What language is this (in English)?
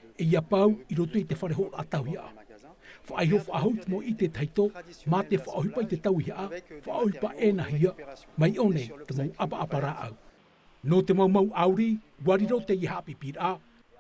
Tahitian